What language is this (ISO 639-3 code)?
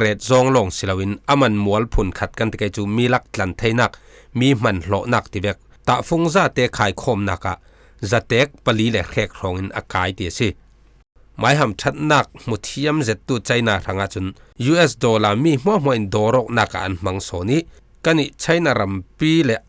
cfm